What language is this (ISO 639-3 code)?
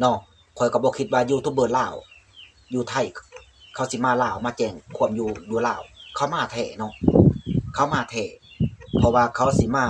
lao